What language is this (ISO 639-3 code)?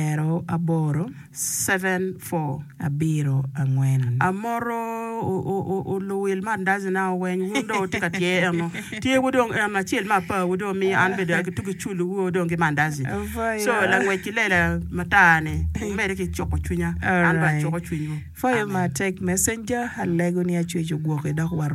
ach